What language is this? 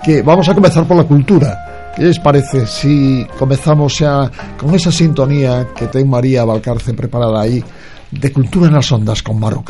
Galician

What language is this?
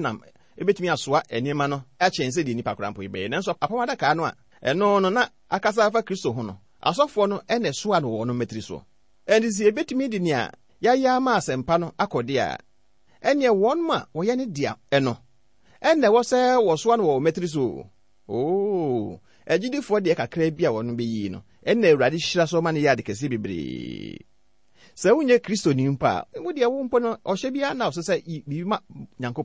Akan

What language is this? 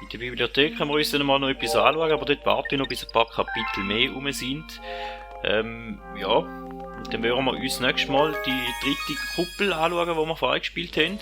Swiss German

